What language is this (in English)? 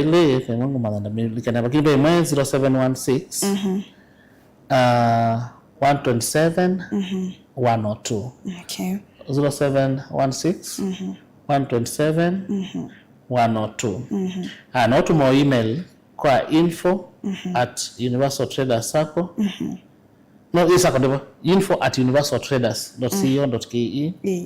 Kamba